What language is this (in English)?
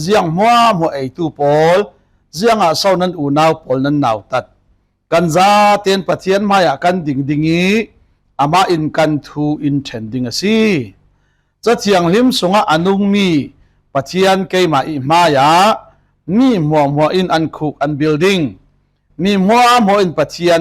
Falam Chin